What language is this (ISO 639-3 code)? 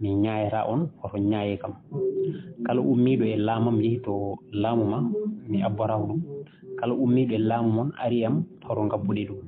ful